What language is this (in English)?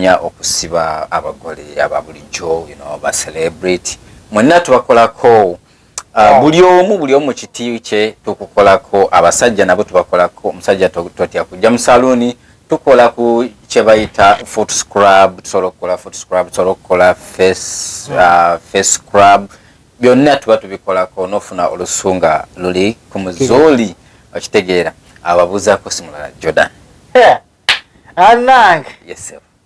Ganda